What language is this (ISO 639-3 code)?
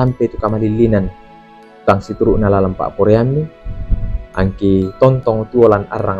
sda